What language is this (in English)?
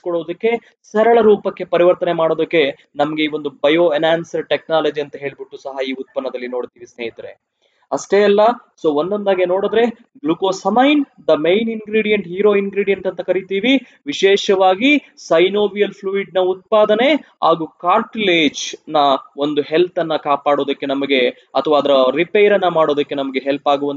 Kannada